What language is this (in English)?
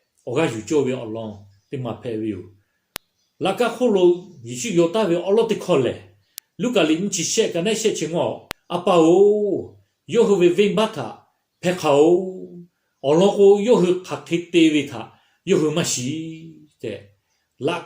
Lahu